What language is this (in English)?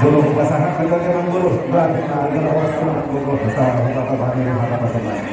Batak Toba